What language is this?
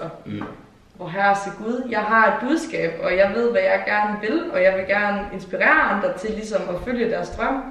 Danish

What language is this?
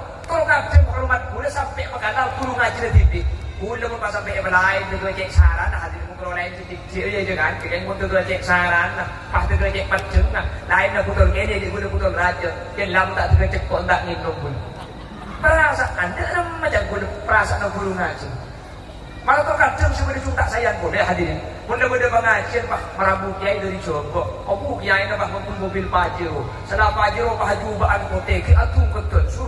Madurese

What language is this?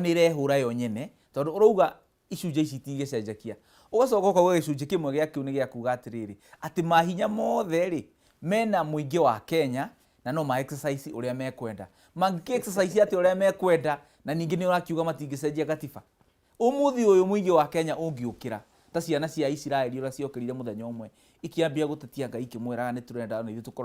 Kikuyu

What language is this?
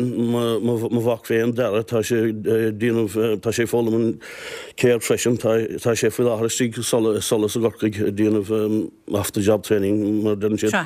Irish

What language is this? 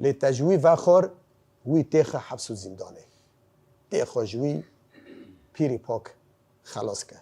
Kurdish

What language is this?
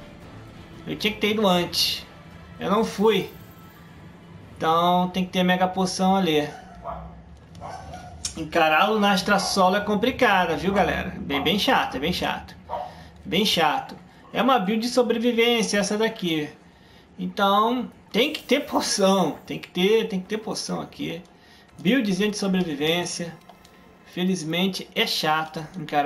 Portuguese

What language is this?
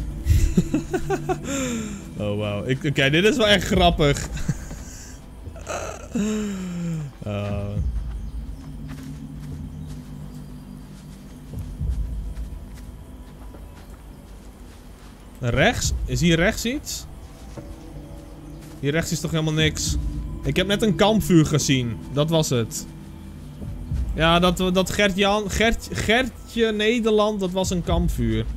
Dutch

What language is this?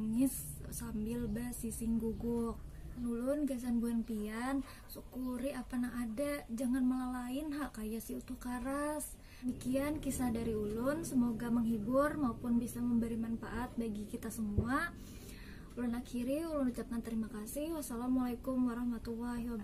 Banjar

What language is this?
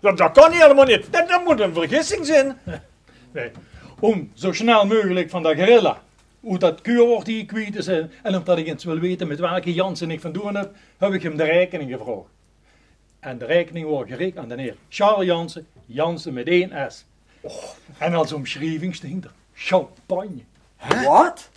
Limburgish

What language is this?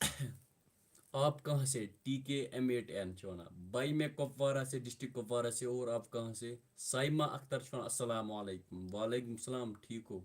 Kashmiri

